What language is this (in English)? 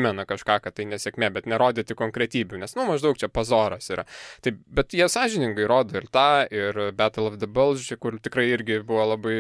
Lithuanian